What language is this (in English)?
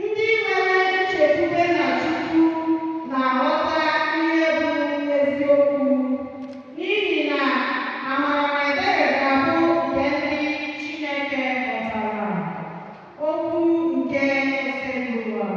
Igbo